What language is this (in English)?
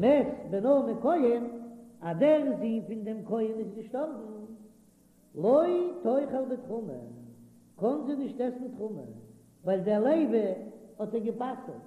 Yiddish